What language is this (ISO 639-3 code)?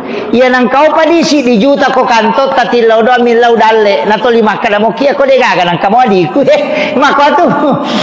bug